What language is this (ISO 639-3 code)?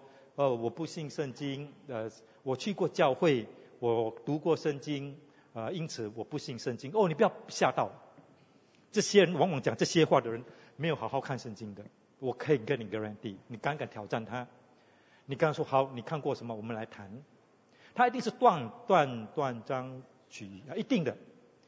zho